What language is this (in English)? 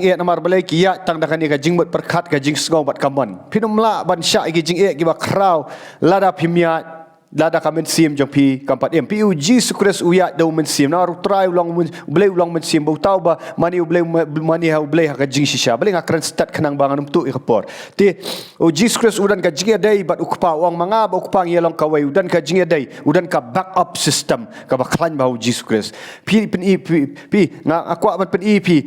Khasi